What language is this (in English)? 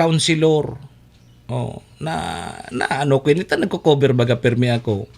Bikol